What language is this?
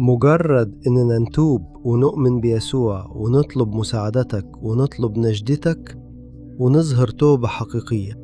Egyptian Arabic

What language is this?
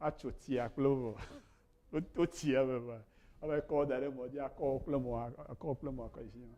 Ewe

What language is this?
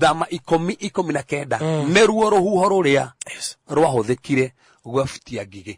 Kikuyu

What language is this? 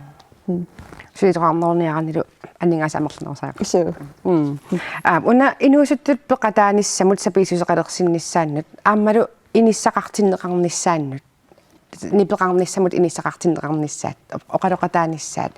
Kalaallisut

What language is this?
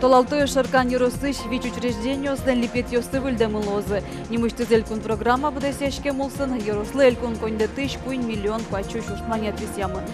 Udmurt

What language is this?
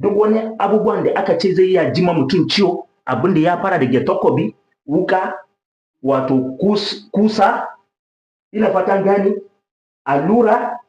Hausa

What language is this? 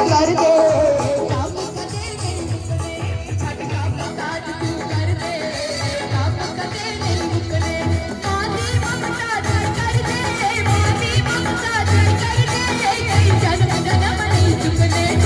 Dogri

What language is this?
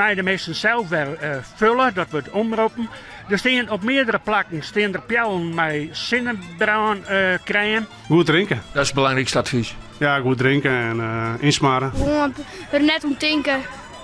Western Frisian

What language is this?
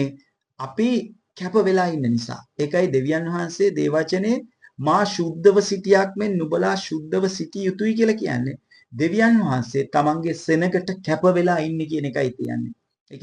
Sinhala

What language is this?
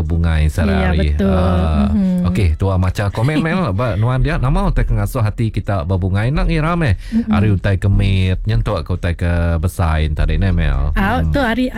Iban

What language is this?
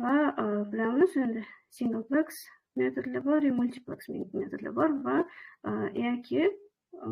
Uzbek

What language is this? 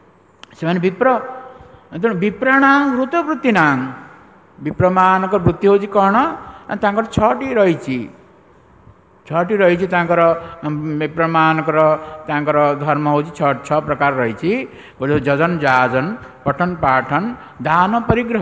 Odia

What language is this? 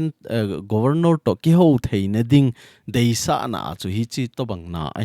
Thado Chin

